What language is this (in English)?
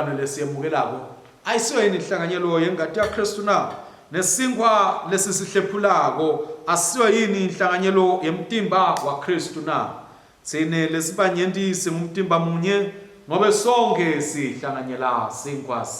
Swati